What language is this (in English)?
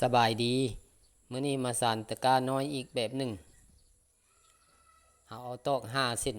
Lao